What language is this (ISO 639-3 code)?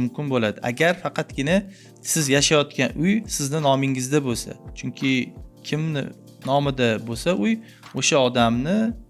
uzb